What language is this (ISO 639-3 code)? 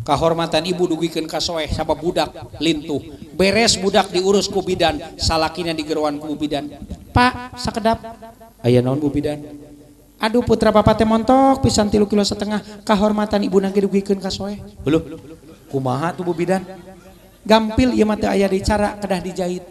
sun